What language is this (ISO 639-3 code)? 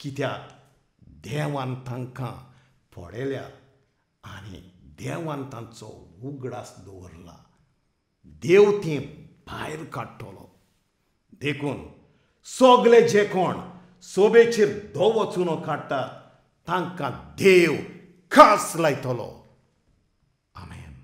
kok